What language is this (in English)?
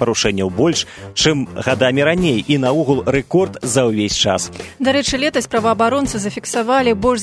Belarusian